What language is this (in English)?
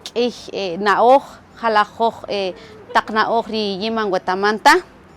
Kaqchikel